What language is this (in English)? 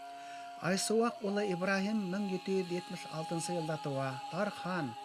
Bashkir